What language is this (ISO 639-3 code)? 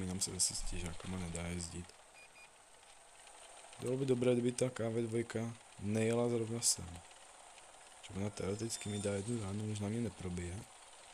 ces